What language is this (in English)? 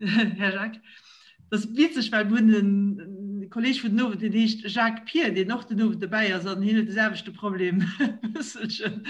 Luxembourgish